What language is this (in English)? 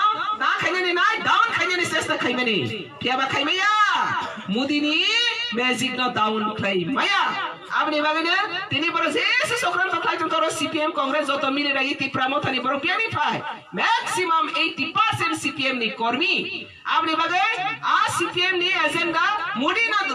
Kok Borok